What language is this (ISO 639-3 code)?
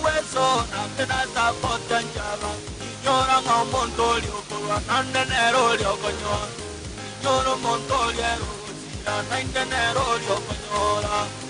guz